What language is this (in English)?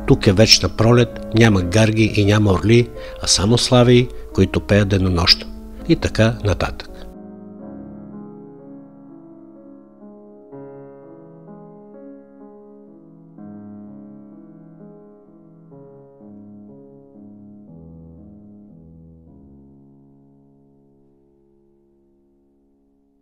Bulgarian